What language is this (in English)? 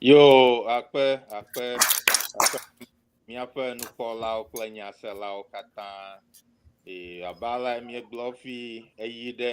Ewe